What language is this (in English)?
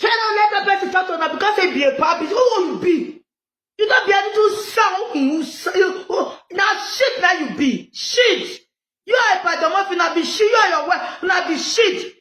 Nigerian Pidgin